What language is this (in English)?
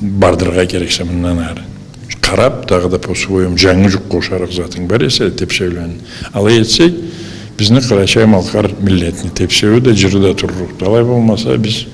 Karachay-Balkar